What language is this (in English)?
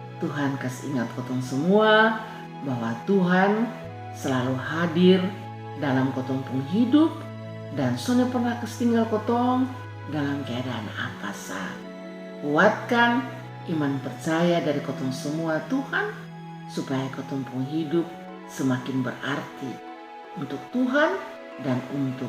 Kupang Malay